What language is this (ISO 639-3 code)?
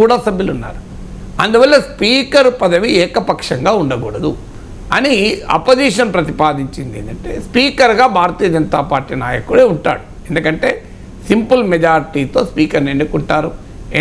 tel